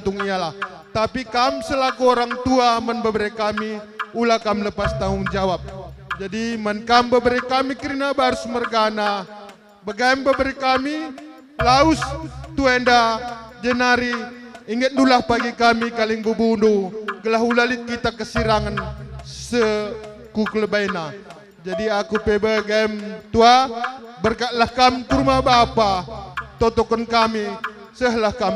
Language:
Batak Karo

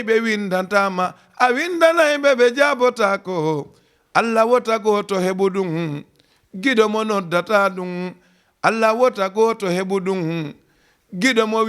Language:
Fula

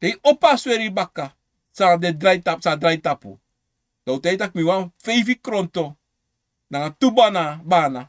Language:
Sranan Tongo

